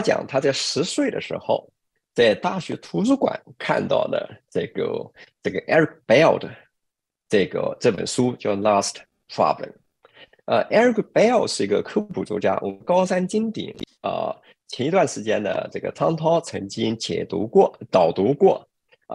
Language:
Chinese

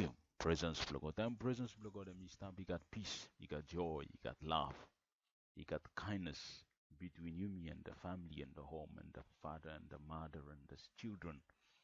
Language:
Bislama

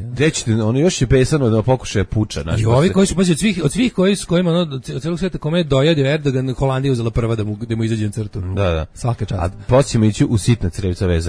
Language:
Serbian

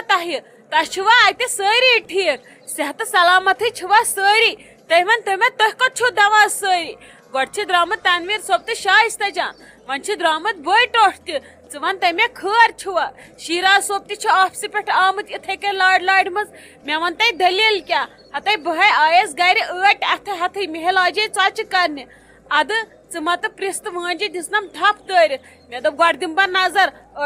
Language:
Kashmiri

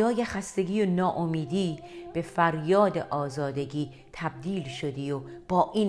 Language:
Persian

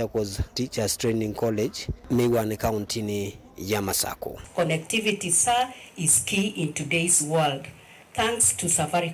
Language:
Kamba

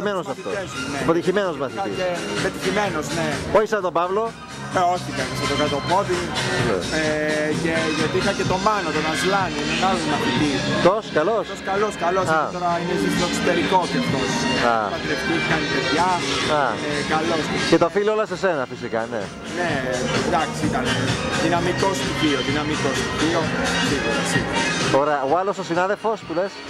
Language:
Greek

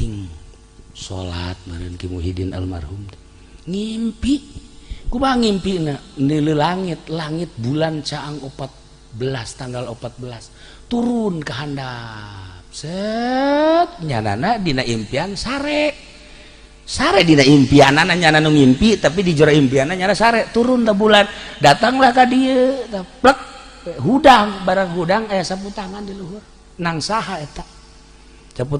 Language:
Sundanese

